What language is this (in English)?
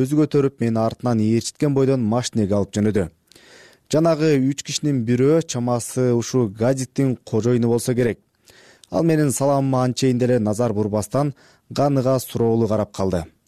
Kyrgyz